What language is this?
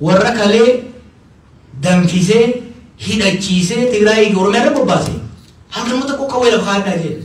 Oromo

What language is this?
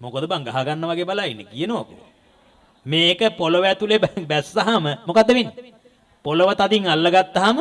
Sinhala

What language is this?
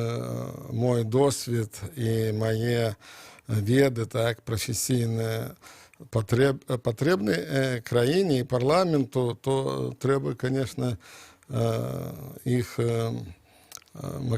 Belarusian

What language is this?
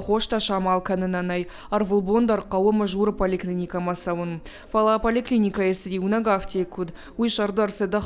Ossetic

